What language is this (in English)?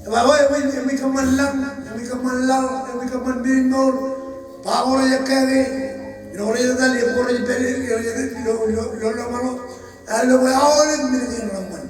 Marshallese